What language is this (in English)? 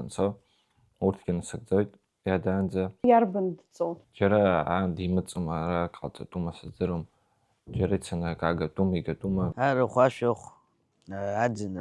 Abkhazian